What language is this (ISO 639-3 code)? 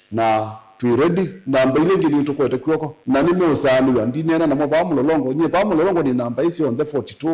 kam